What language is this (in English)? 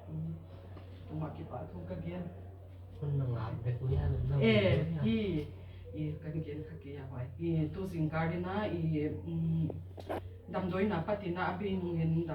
Tedim Chin